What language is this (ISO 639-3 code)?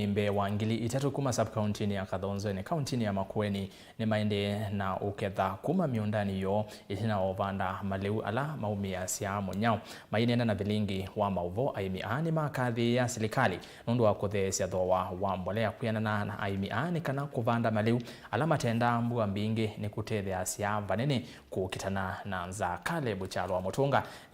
kam